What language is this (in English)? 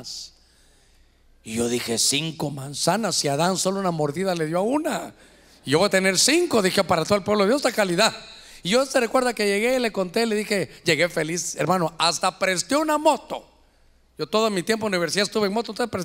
Spanish